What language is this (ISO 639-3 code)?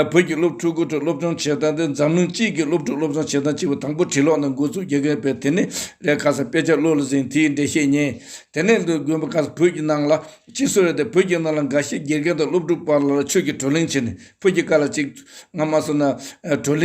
bod